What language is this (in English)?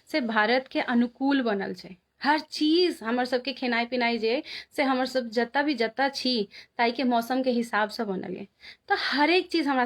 Maithili